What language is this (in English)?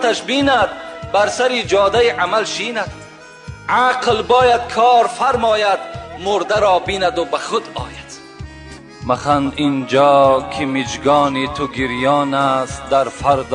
Tajik